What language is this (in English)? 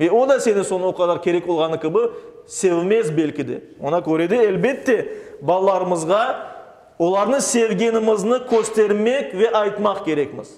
Crimean Tatar